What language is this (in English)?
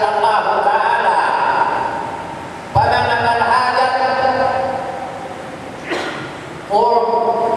Tausug